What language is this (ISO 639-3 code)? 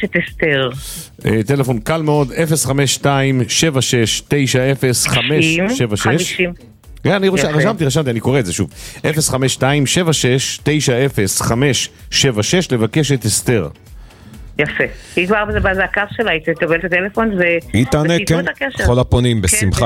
heb